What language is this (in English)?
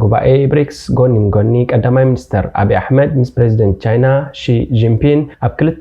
Tigrinya